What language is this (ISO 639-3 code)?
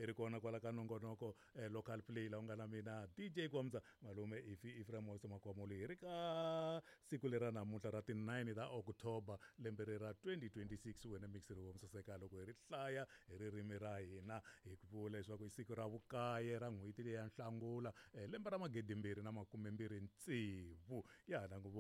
tso